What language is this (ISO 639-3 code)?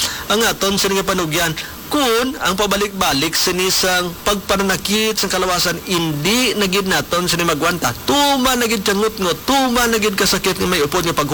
hil